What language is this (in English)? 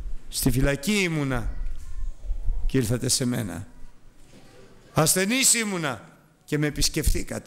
Greek